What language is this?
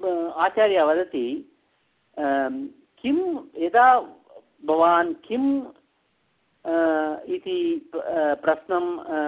Sanskrit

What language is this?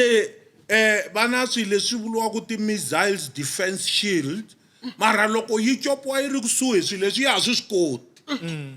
Tsonga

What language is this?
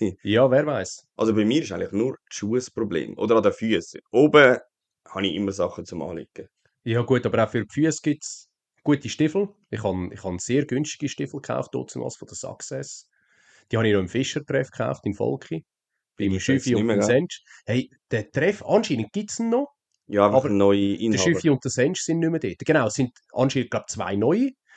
Swiss German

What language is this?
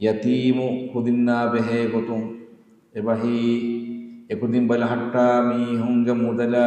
Divehi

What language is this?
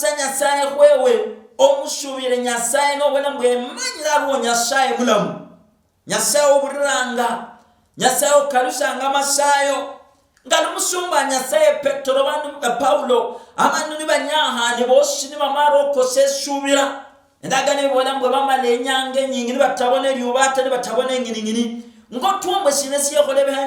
Luyia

